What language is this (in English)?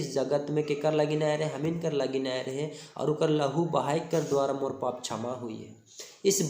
Sadri